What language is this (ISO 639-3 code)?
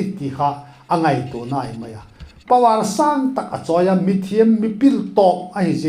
vap